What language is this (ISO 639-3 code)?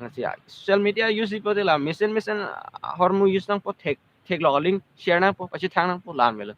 mjw